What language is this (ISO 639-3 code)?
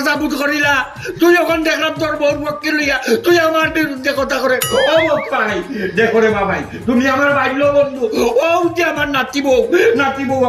syl